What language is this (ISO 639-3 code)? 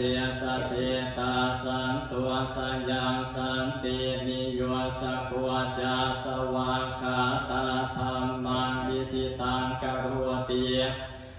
pli